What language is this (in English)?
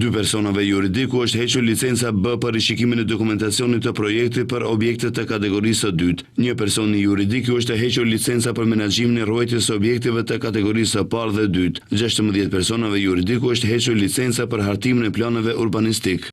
Albanian